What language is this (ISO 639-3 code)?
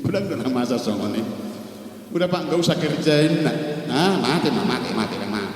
bbc